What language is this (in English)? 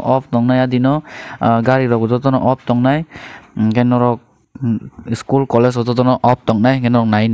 Kok Borok